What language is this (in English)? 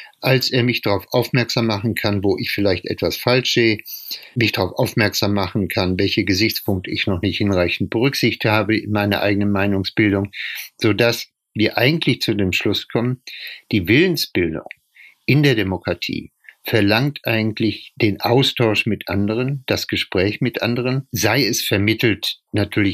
German